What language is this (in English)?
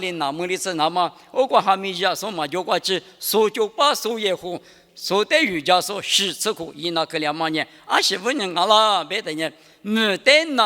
Lisu